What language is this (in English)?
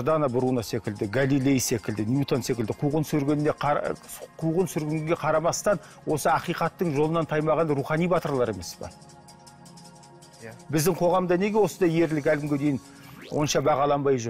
Kazakh